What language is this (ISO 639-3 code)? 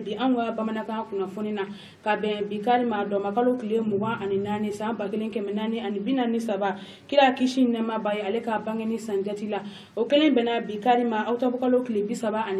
bam